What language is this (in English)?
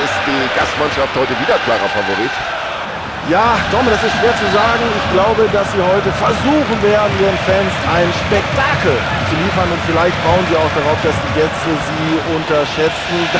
Bavarian